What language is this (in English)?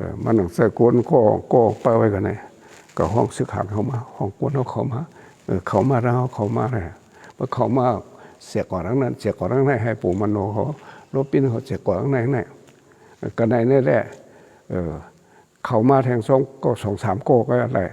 Shan